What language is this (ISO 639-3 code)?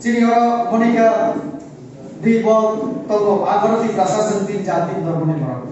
trp